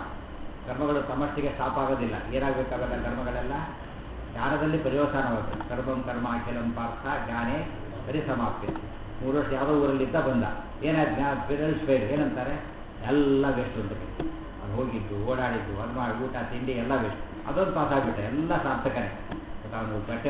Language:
Kannada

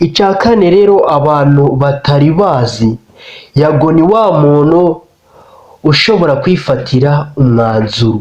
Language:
Kinyarwanda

